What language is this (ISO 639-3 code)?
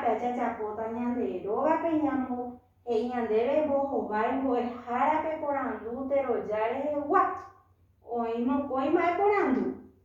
grn